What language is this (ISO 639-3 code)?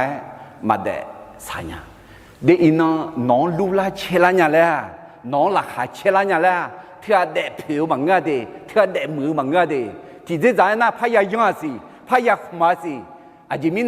ahk